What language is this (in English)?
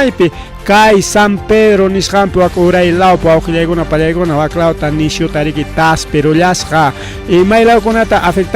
Ayacucho Quechua